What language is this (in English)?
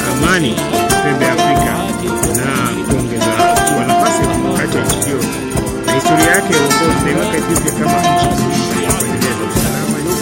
Swahili